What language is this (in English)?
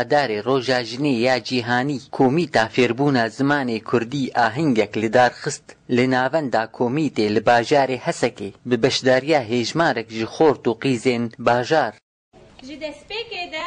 Kurdish